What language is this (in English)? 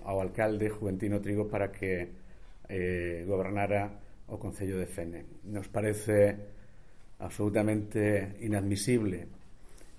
Galician